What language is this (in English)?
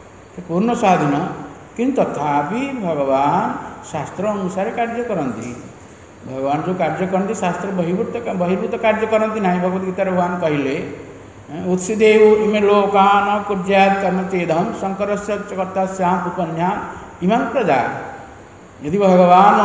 Odia